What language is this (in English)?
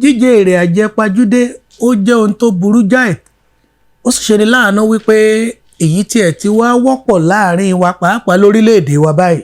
Yoruba